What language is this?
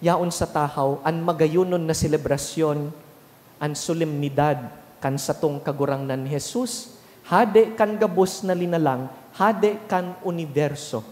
Bikol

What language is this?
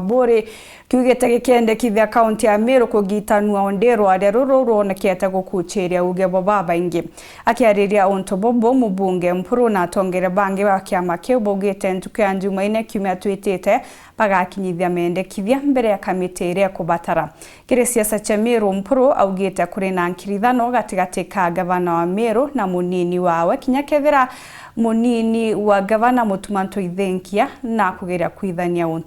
Meru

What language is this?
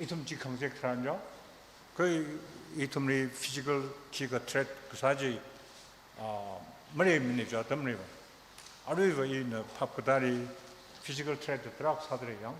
Tangkhul Naga (India)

